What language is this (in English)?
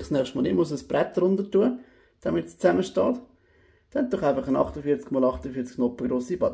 Swiss German